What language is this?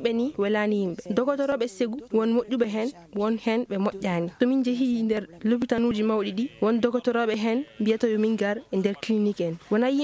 Maasina Fulfulde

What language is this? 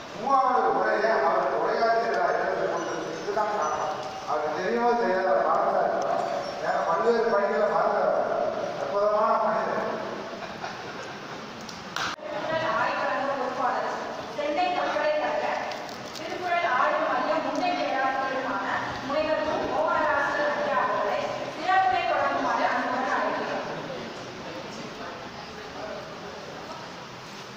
Tamil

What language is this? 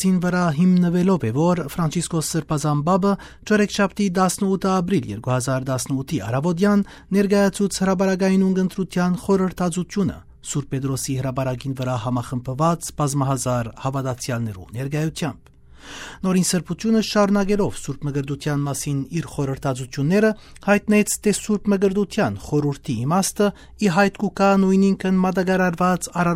Armenian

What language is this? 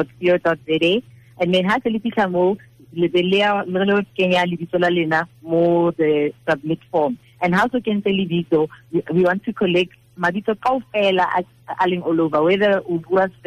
Tswana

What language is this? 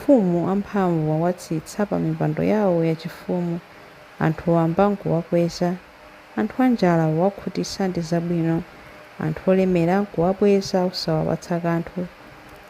Nyanja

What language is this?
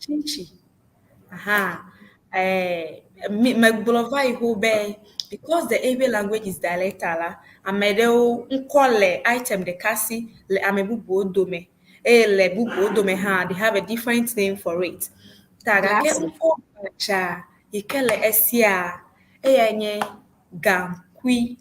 Ewe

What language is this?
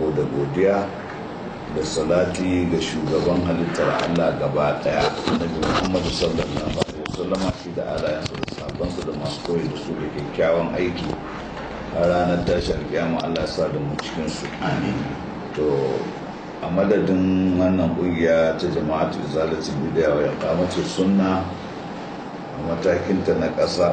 Hausa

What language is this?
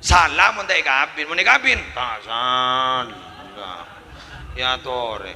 Madurese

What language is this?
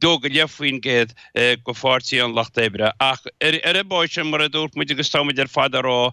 Irish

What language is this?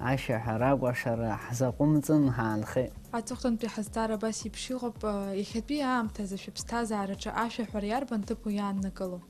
Abkhazian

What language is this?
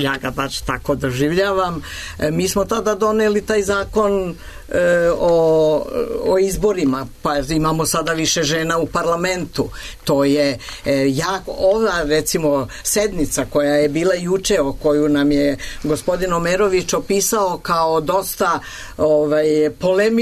Serbian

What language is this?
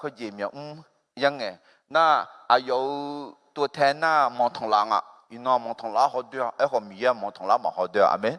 Akha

